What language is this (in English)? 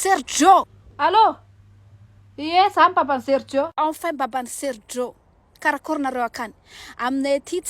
Malagasy